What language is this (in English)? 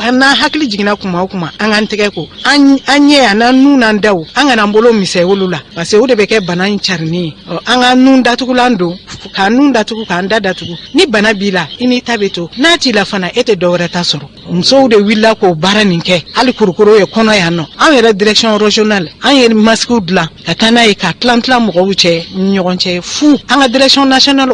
Bambara